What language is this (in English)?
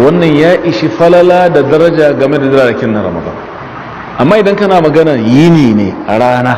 Hausa